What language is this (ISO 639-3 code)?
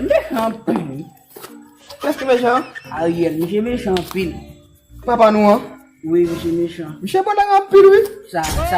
hat